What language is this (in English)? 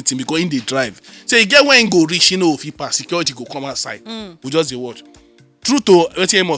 Nigerian Pidgin